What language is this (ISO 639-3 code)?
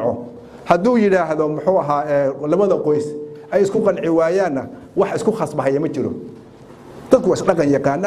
som